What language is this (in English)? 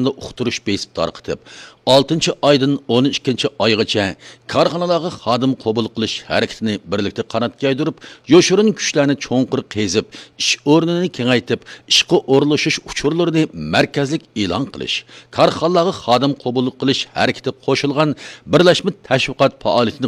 Uyghur